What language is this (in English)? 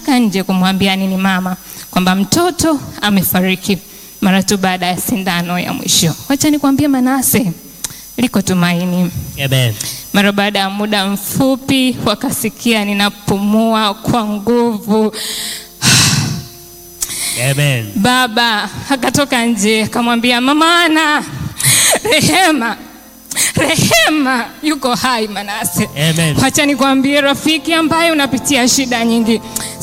Swahili